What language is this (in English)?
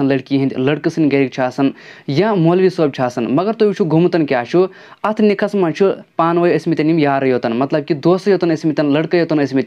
Kashmiri